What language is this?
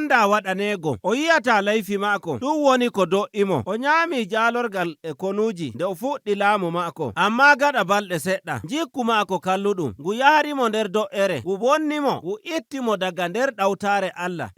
Nigerian Fulfulde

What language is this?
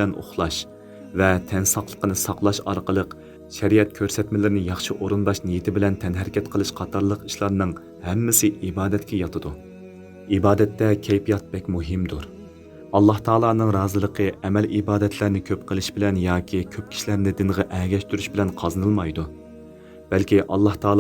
Uyghur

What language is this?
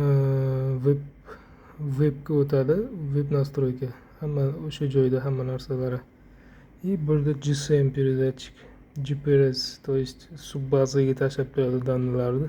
Uzbek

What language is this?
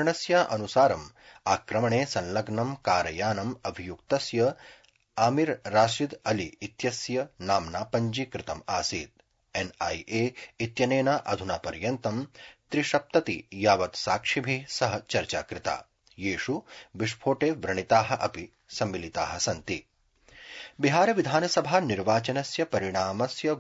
Sanskrit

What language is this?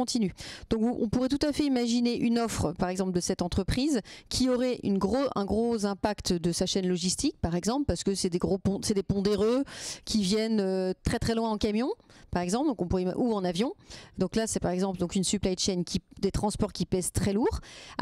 French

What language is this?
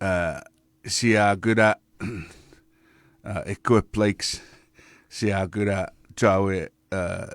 Chuukese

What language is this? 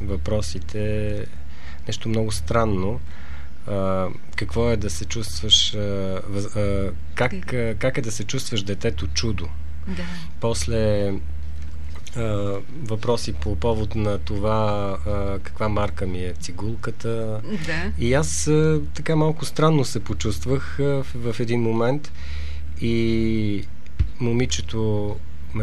Bulgarian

